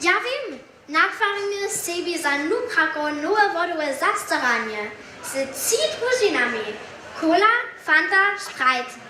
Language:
Upper Sorbian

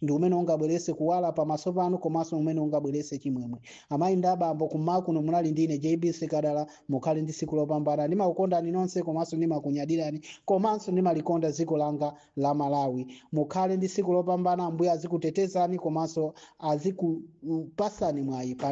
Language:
Nyanja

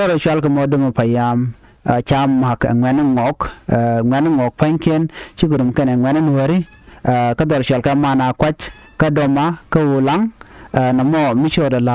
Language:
Nuer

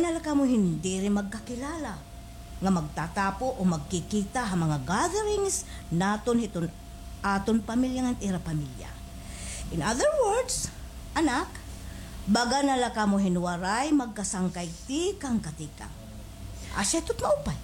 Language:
Waray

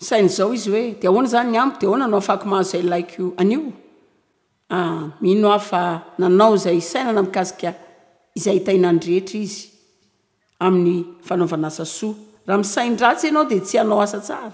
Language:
Malagasy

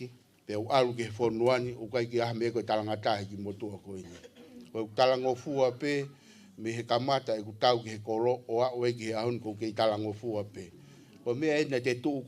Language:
Tongan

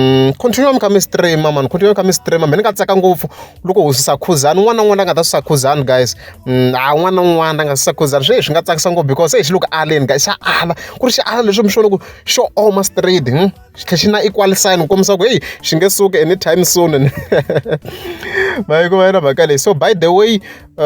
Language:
Tsonga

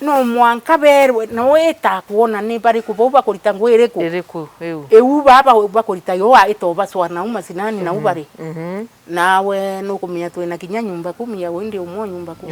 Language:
Meru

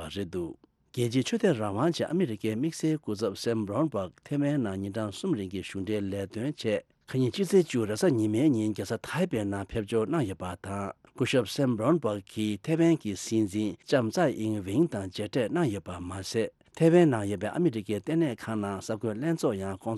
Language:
Tibetan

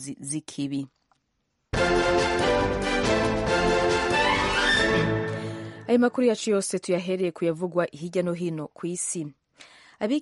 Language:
Kinyarwanda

